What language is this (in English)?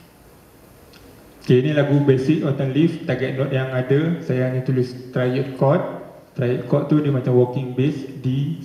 Malay